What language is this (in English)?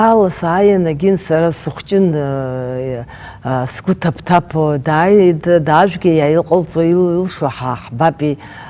Abkhazian